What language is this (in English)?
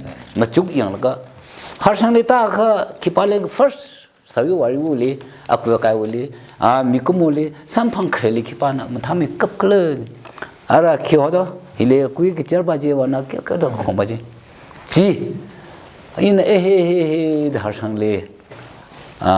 Tangkhul Naga (India)